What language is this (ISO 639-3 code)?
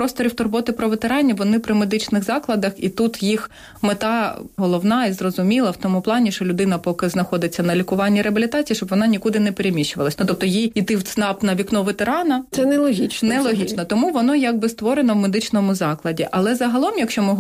ukr